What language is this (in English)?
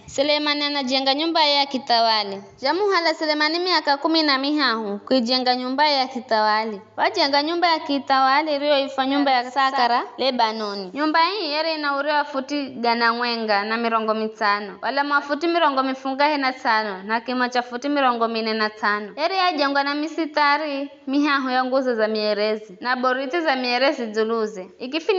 Giryama